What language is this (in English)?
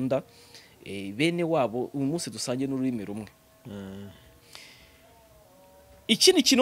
Kinyarwanda